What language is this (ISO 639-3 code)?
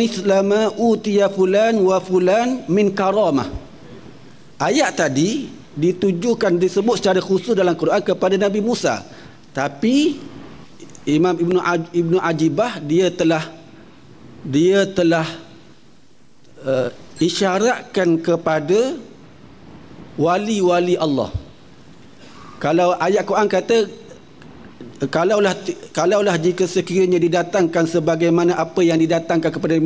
msa